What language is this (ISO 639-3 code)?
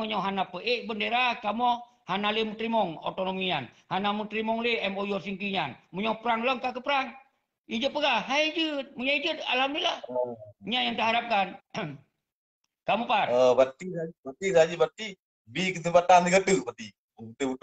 ace